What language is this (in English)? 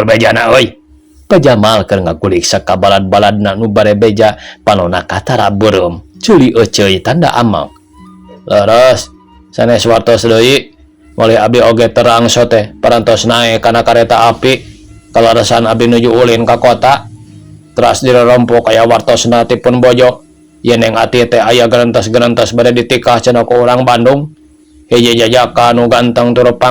Sundanese